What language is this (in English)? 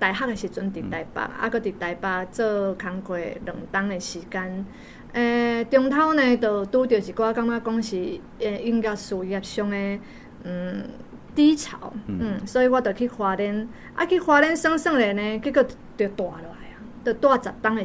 Min Nan Chinese